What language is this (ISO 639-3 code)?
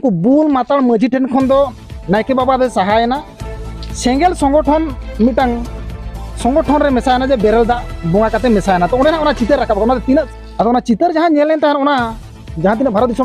sat